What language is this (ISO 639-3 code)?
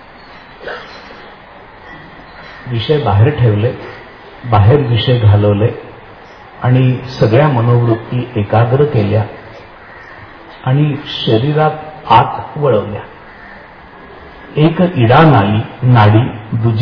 mar